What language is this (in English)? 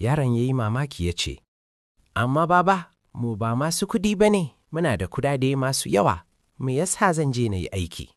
Hausa